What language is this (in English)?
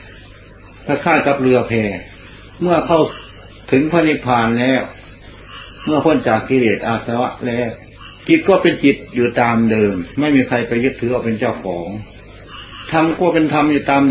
Thai